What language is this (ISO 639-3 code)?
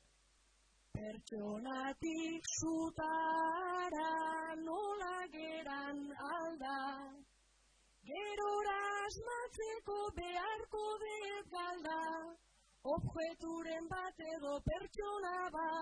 eus